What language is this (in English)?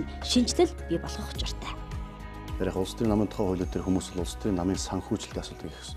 Mongolian